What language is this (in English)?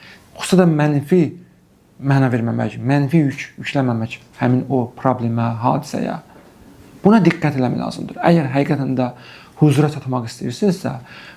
Azerbaijani